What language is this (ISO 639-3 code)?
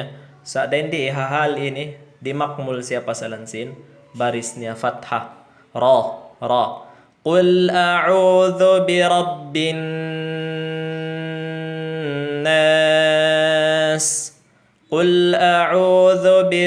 tsg